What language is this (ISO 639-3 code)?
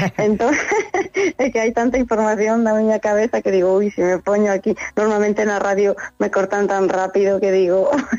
glg